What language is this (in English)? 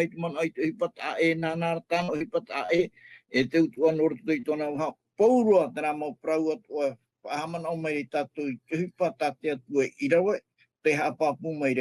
Tahitian